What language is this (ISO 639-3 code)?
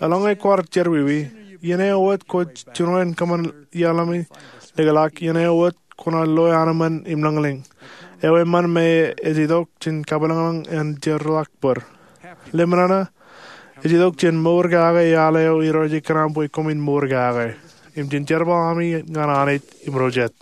mah